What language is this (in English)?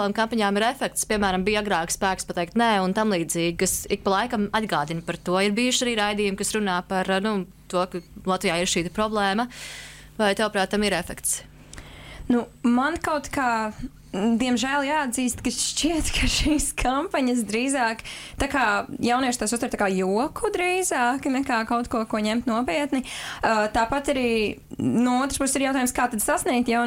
Latvian